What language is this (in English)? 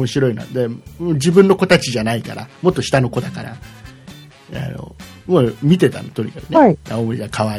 Japanese